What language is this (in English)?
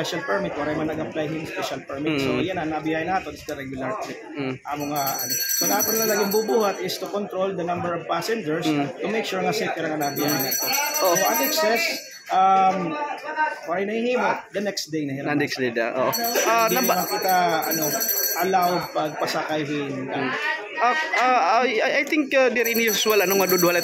Waray